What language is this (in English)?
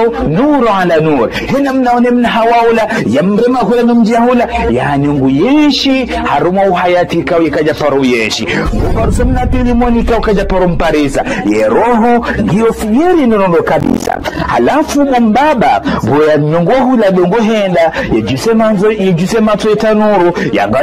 Ngazidja Comorian